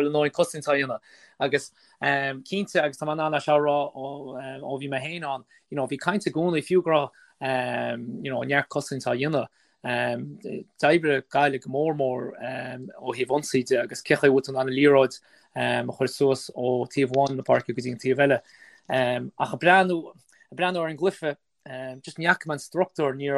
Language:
Irish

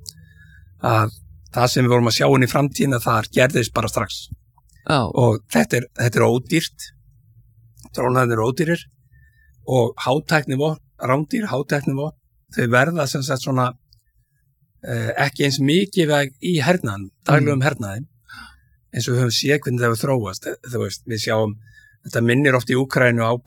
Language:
Icelandic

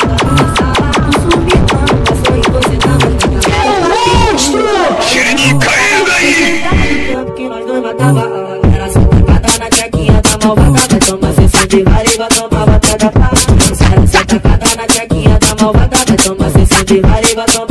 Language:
Portuguese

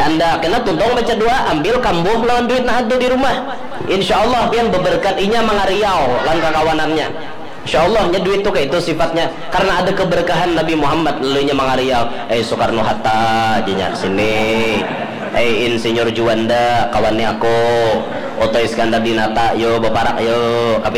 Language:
Banjar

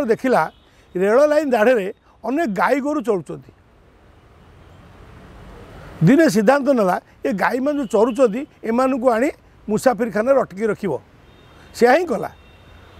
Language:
Odia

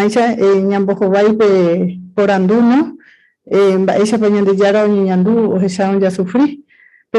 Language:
Guarani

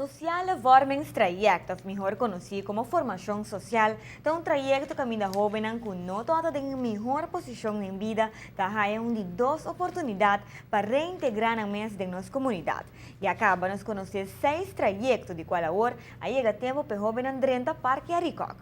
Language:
Papiamento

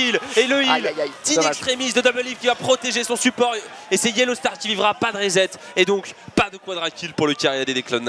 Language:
French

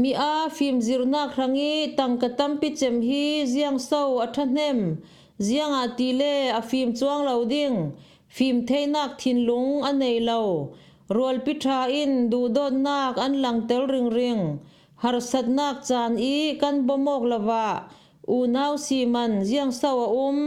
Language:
Falam Chin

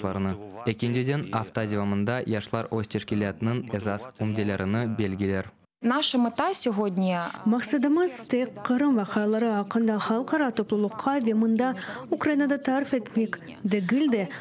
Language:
Crimean Tatar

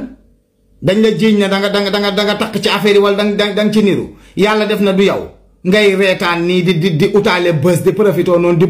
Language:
Wolof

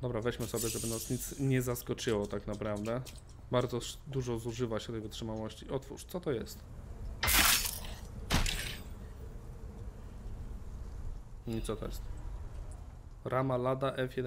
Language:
Polish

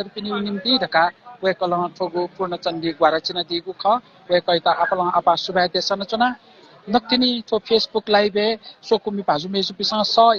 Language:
Newari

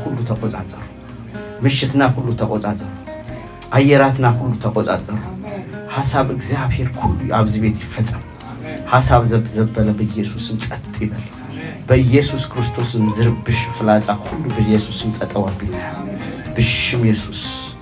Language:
Tigrinya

